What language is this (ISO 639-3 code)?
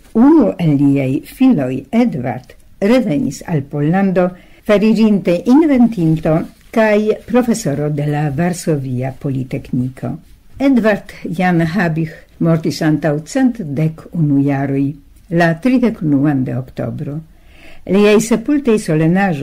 epo